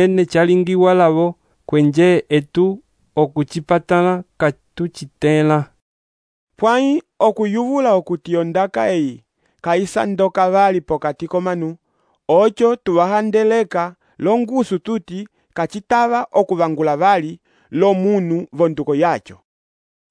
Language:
Umbundu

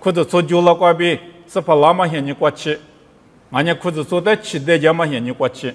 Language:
Lisu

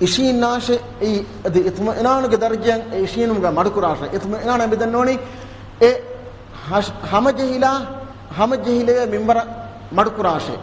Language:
Divehi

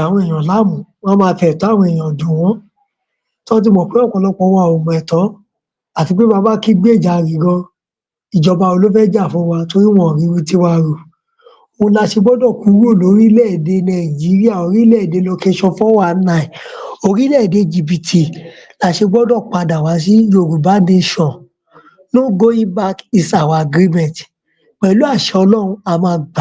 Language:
Yoruba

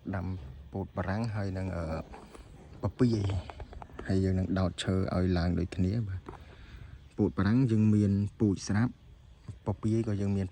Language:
Khmer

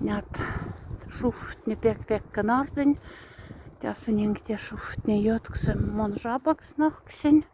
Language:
Moksha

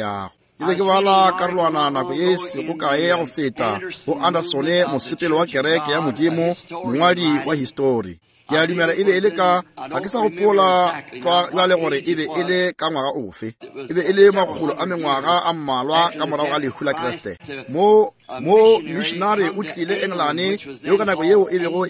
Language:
Northern Sotho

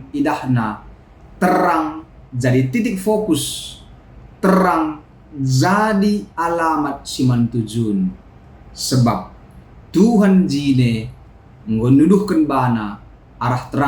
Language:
Batak Karo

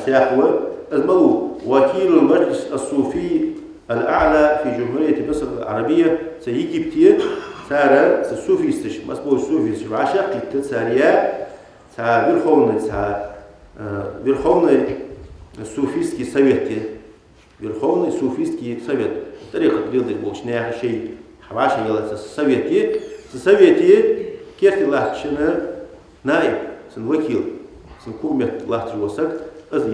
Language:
Ingush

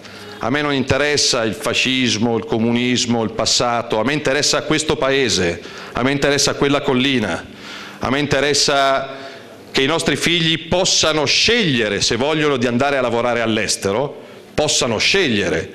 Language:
Italian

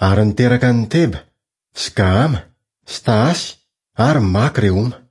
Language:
Malagasy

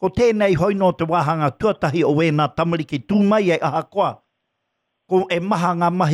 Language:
Māori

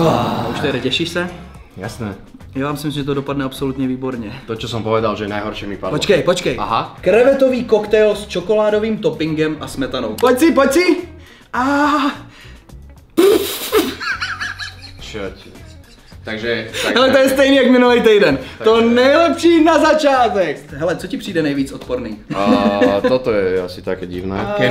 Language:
Czech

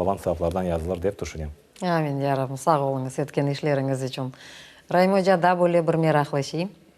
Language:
Crimean Tatar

